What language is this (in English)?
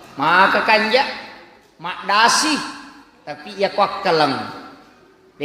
Buginese